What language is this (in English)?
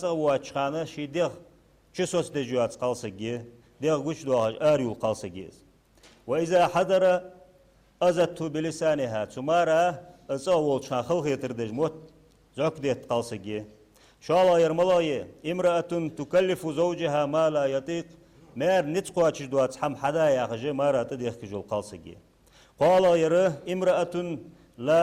Ingush